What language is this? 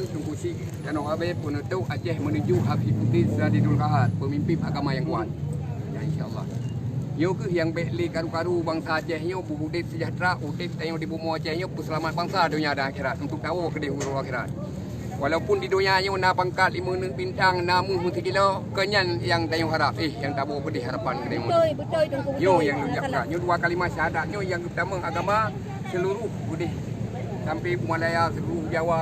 Achinese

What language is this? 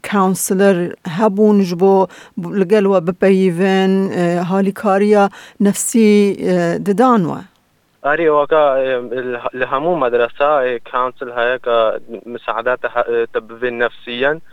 Kurdish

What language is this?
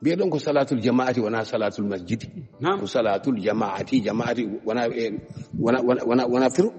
Fula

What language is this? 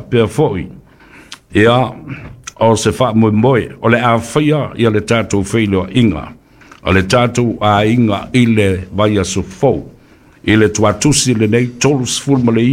Samoan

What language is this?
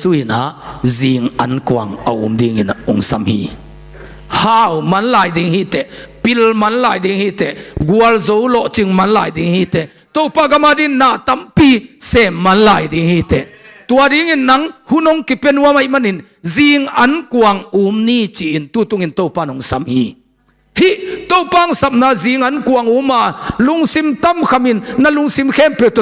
Tedim Chin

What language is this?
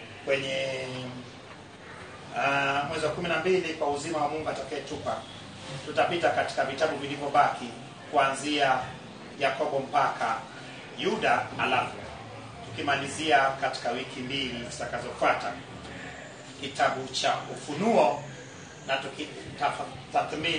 Swahili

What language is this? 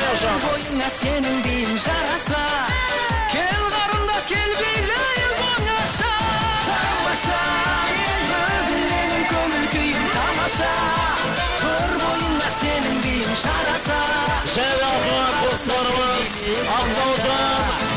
Kara-Kalpak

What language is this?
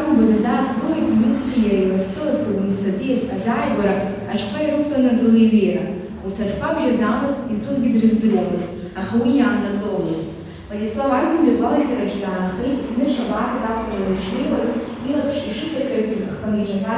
Abkhazian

